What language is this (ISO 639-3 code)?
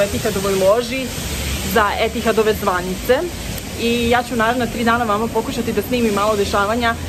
srp